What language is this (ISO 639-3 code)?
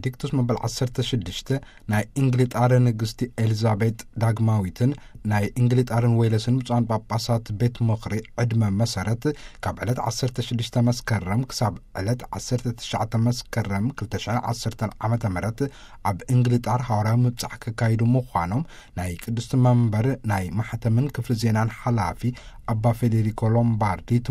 tir